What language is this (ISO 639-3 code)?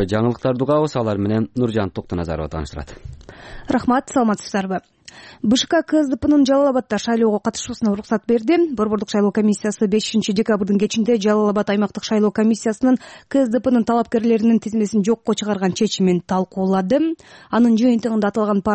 kir